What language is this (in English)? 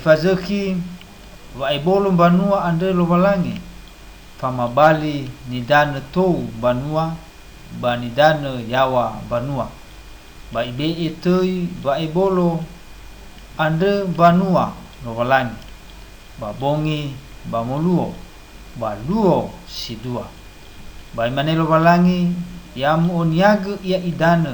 Nias